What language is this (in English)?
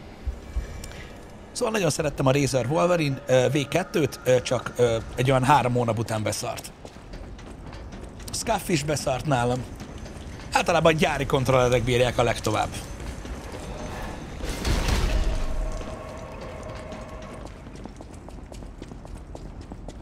Hungarian